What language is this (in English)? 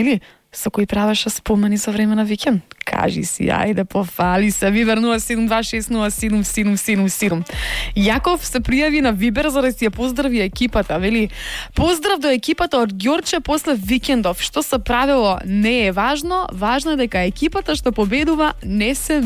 Macedonian